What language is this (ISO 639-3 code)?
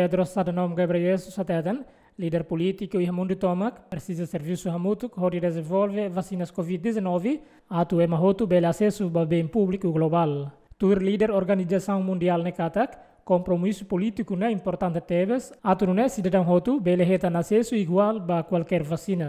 tet